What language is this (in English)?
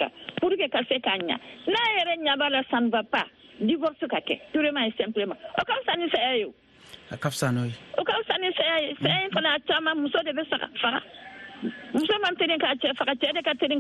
Bambara